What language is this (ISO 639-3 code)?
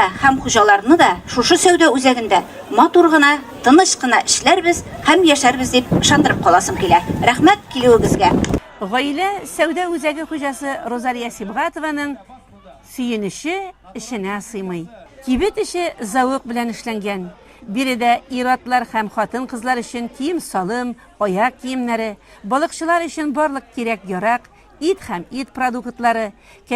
tat